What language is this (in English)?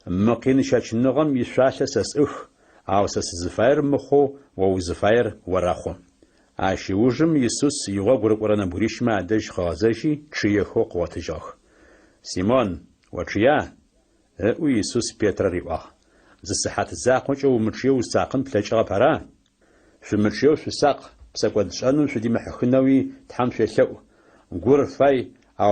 Adyghe